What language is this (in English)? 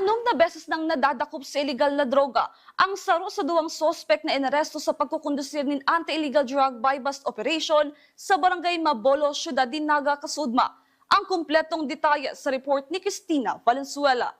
Bikol